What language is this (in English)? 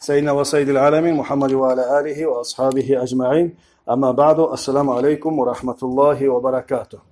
Kumyk